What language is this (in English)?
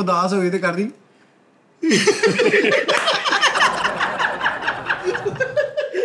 Punjabi